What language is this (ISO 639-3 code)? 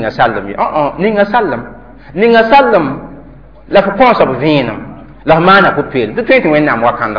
mos